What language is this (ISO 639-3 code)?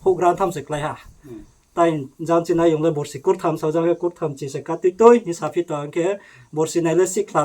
ria